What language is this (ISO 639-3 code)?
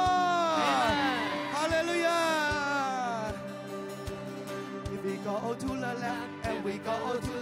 zho